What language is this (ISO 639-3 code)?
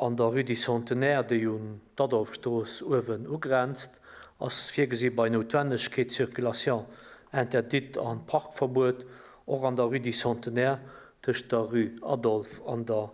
ltz